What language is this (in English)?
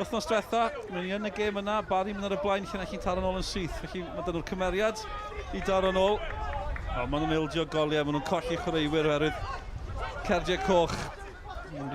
Welsh